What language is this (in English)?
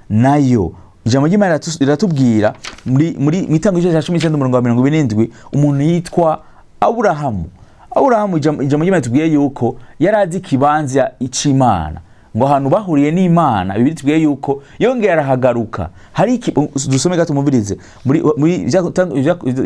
Rundi